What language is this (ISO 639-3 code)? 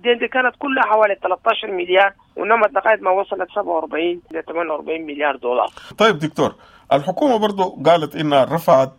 apd